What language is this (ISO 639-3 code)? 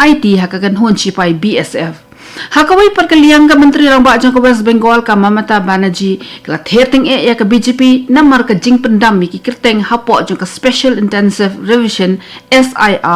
kha